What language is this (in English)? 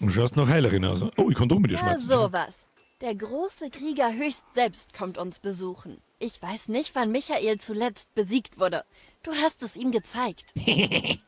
Bavarian